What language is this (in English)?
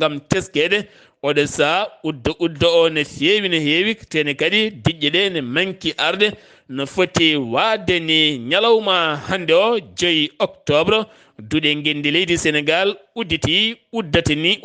Fula